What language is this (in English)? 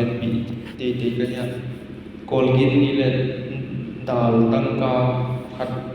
Tedim Chin